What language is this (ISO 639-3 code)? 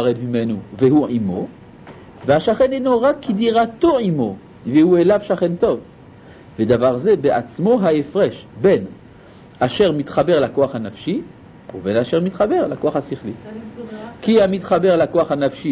heb